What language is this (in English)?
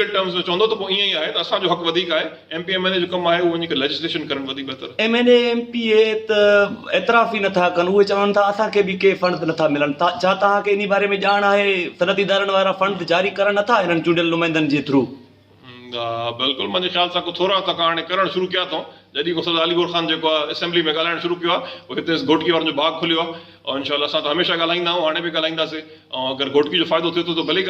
Sindhi